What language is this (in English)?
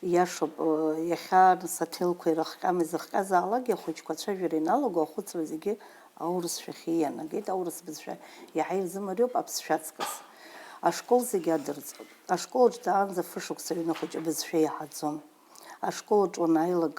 Abkhazian